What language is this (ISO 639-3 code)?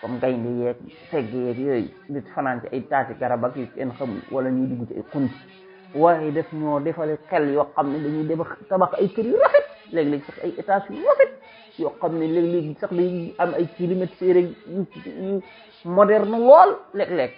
wol